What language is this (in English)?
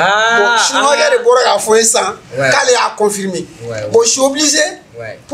Bambara